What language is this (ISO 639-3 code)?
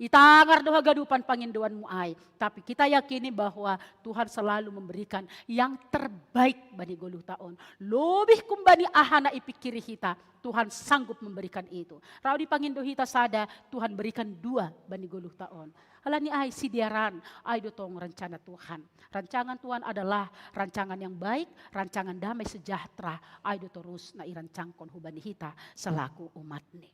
bts